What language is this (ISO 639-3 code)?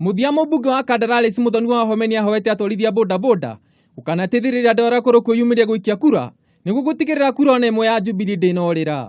kik